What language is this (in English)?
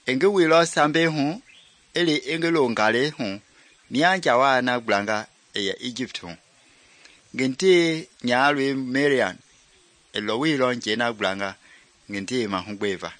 Mende